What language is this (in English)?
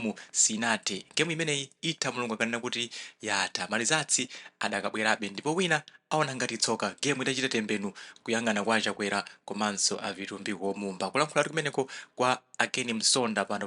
Nyanja